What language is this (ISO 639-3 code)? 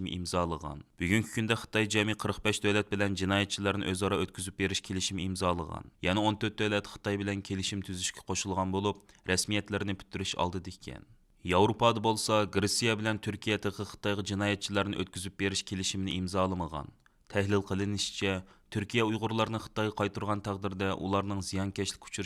uig